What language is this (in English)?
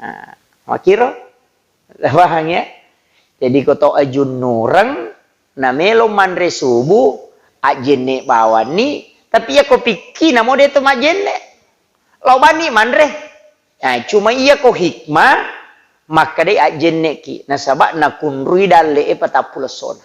Buginese